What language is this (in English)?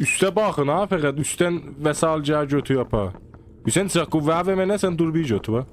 South Azerbaijani